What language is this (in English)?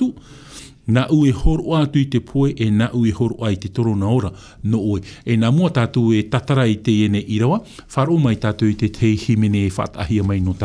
Tahitian